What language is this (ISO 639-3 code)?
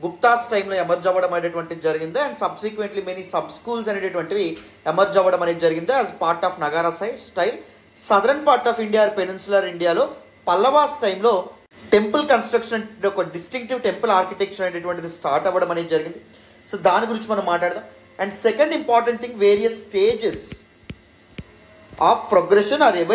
tel